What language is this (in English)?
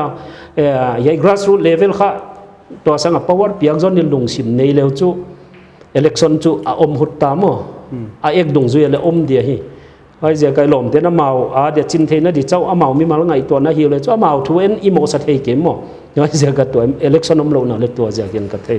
Paite Chin